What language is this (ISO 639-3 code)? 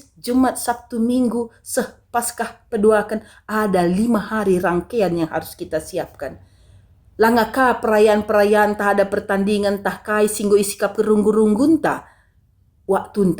btx